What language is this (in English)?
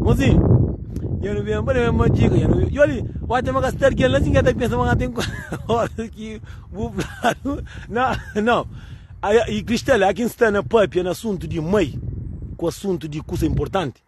Kabuverdianu